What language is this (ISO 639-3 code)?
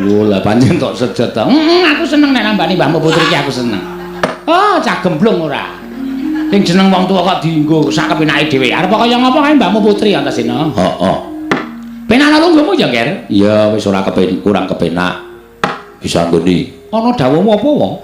jav